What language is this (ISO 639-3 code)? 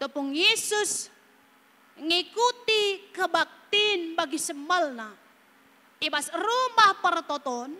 btx